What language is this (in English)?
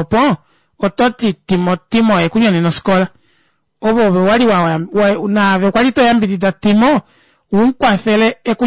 Kuanyama